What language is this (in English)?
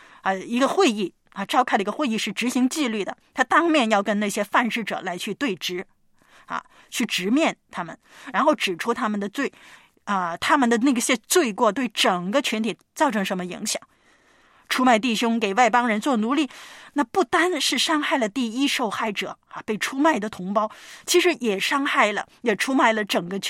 Chinese